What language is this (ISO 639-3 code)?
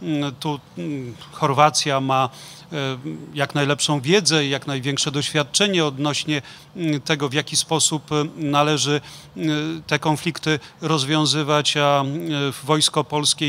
pol